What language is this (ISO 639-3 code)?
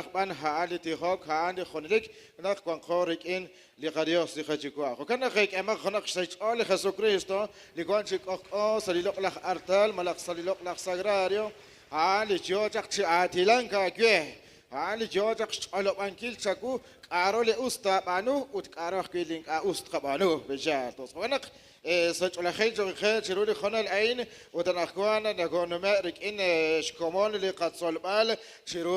kek